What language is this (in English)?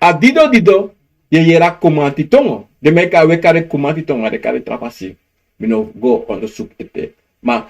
Sranan Tongo